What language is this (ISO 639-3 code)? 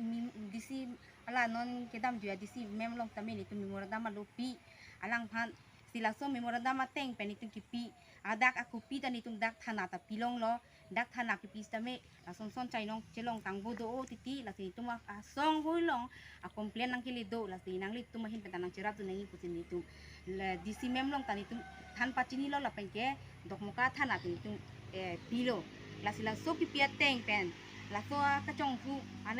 mjw